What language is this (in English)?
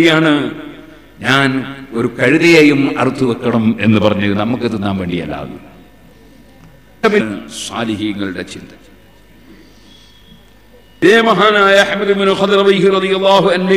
Malayalam